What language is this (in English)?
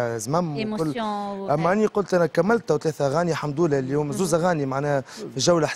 Tunisian Arabic